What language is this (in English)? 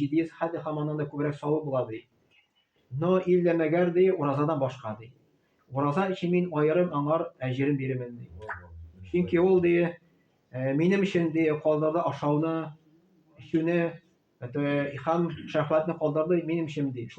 Tatar